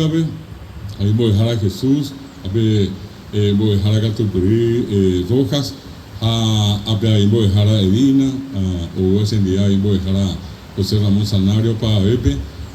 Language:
Guarani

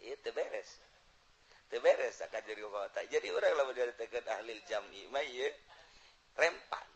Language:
Sundanese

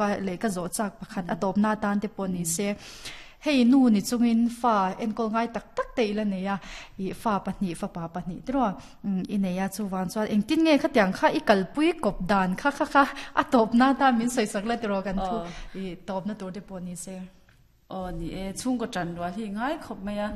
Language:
Mizo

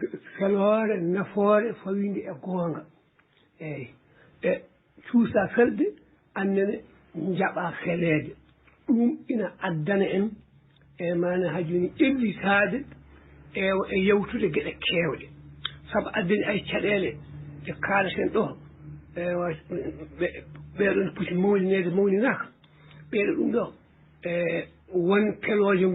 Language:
Fula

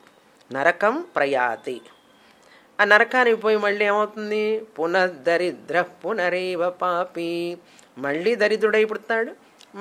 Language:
Telugu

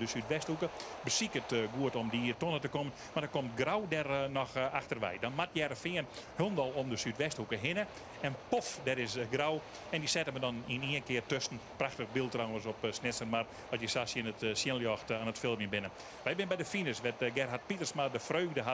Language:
Western Frisian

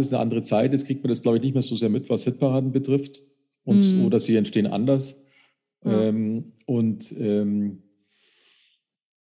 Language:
German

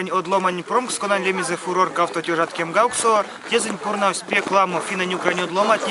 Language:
Erzya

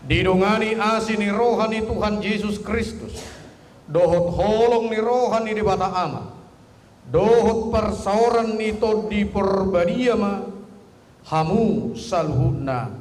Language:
Batak Toba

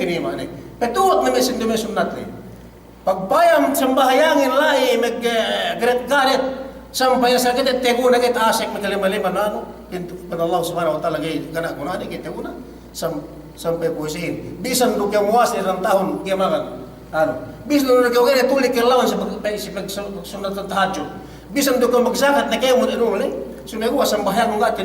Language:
Yakan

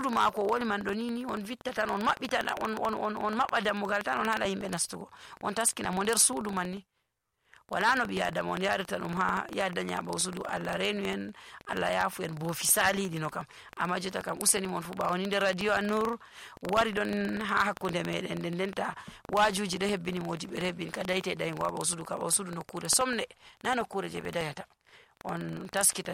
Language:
Nigerian Fulfulde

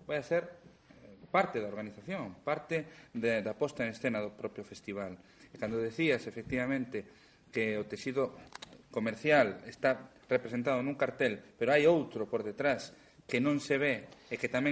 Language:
Galician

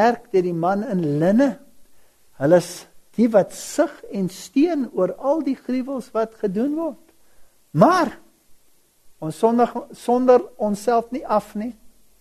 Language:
Afrikaans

